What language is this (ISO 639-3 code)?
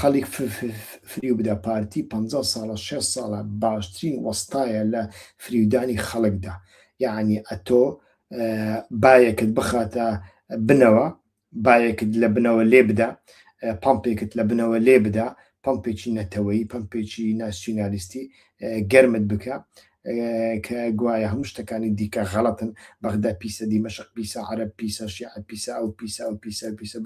ckb